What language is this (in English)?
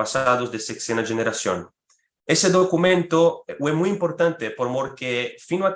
Ladino